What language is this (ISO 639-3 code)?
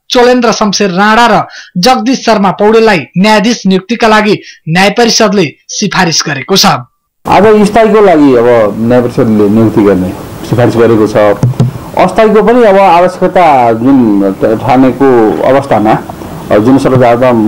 nep